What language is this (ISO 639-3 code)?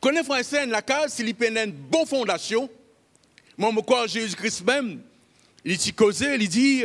mfe